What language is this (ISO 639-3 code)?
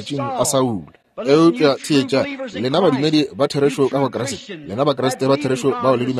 nso